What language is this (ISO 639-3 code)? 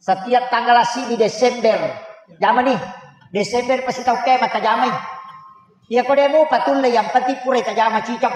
bug